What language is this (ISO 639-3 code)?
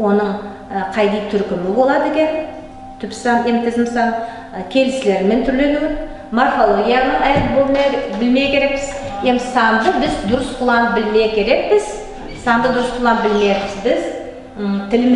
nog